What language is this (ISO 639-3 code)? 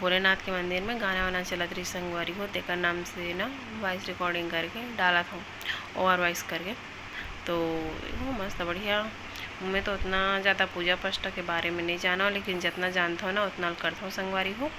hne